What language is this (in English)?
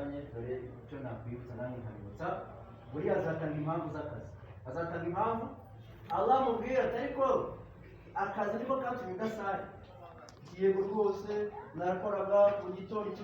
Kinyarwanda